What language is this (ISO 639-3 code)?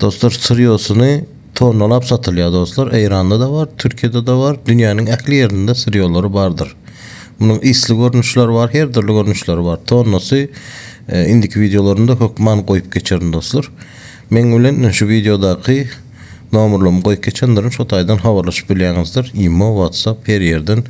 tuk